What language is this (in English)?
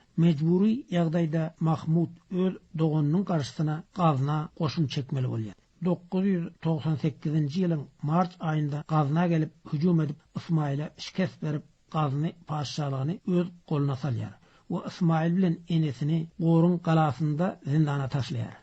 Turkmen